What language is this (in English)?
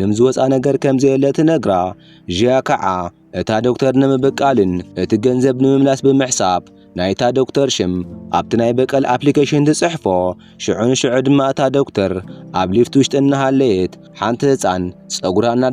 Tigrinya